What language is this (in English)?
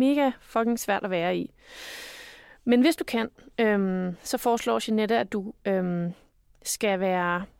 Danish